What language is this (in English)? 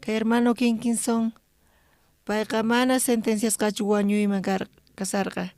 South Bolivian Quechua